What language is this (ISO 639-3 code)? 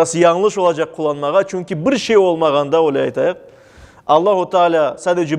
crh